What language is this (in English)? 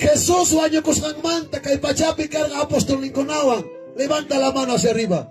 Ayacucho Quechua